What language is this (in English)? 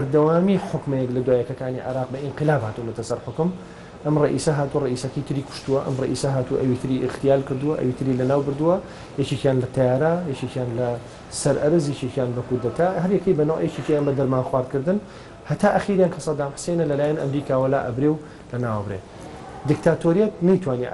Central Kurdish